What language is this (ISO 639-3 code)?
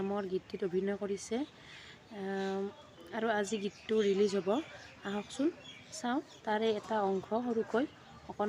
asm